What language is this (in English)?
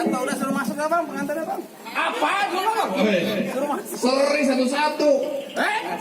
Betawi